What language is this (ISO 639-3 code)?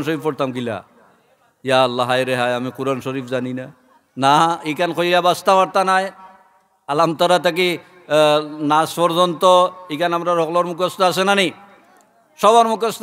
syl